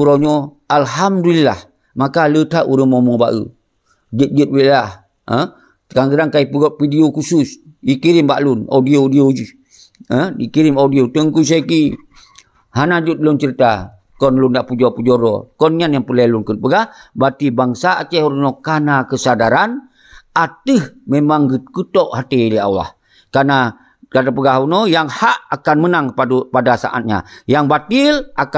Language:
Achinese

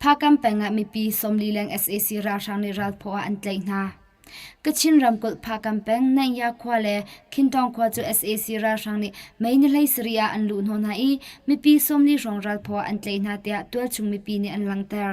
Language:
Hakha Chin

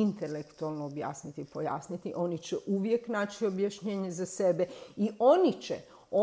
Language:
Croatian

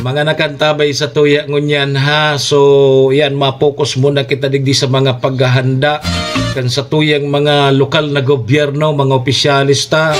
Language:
Bikol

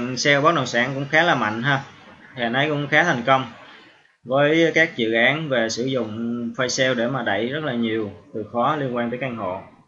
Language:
Vietnamese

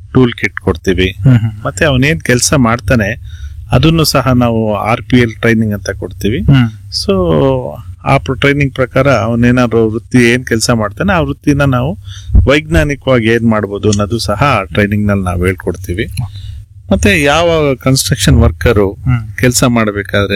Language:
Kannada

